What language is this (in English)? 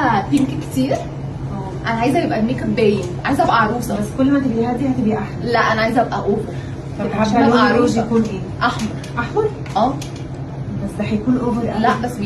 Egyptian Arabic